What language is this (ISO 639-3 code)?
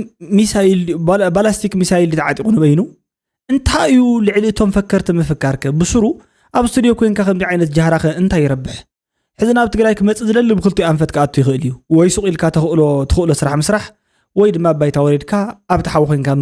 tir